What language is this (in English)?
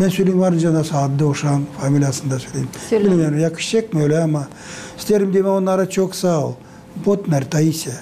Gagauz